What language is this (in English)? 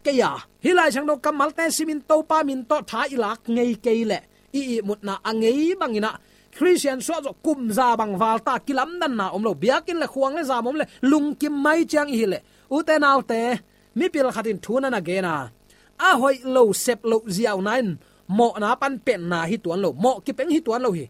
Tedim Chin